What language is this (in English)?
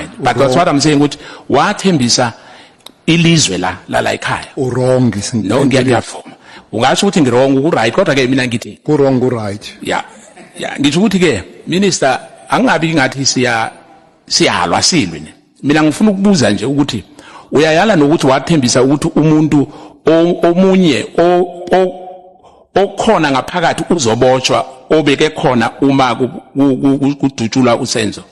Zulu